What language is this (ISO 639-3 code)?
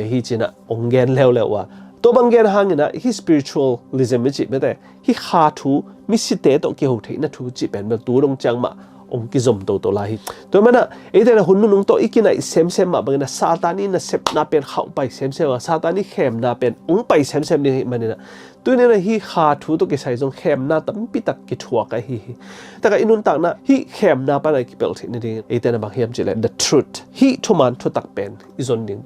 ctd